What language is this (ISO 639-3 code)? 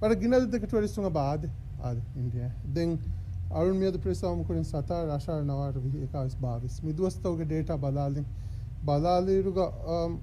div